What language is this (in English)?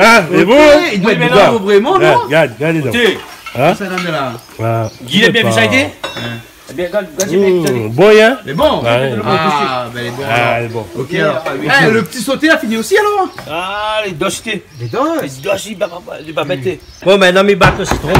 Réunion Creole French